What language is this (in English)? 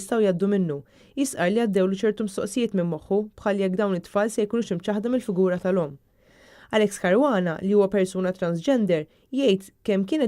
Maltese